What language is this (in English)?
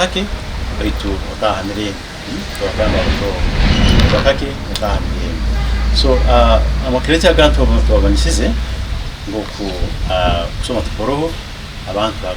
Nyankole